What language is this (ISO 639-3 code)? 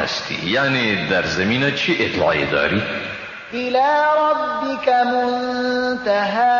fas